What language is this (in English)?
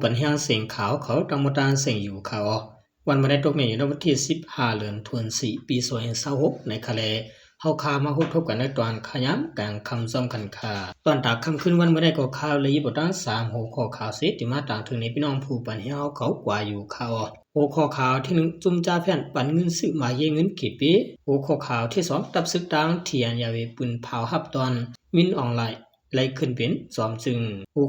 Shan